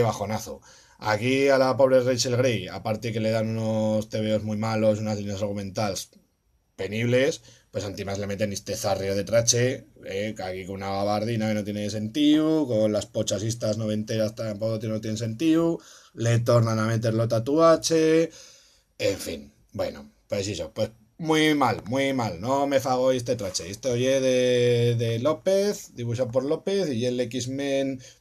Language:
Aragonese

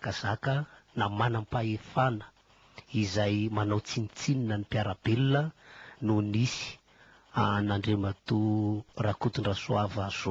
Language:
Malagasy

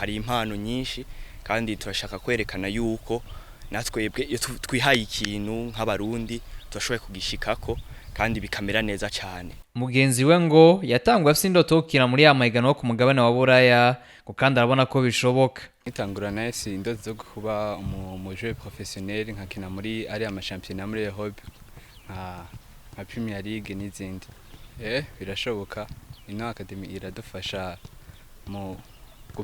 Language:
Rundi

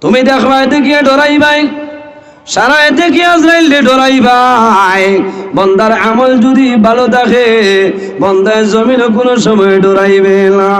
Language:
Sylheti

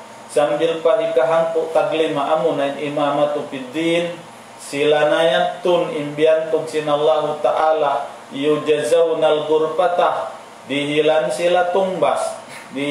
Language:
Tausug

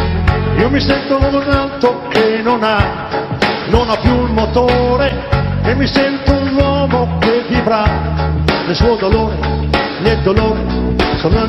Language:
Italian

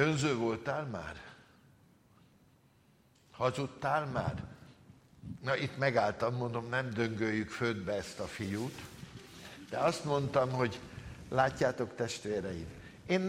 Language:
Hungarian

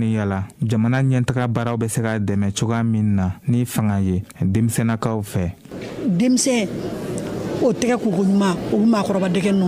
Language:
Bambara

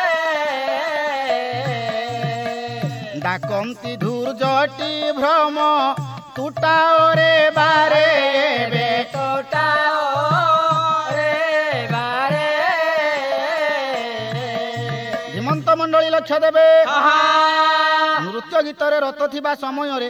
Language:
Odia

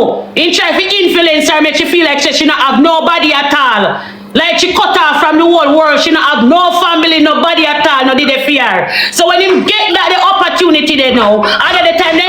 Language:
Jamaican Creole English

